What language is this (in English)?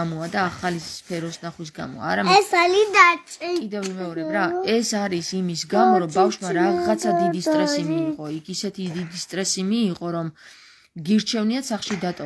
Georgian